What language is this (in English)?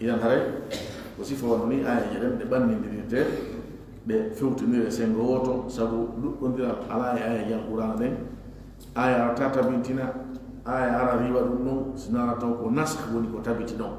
Fula